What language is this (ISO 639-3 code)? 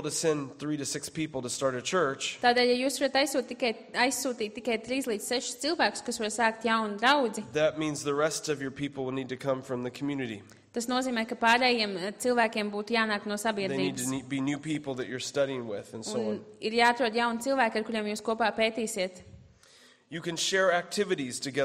lav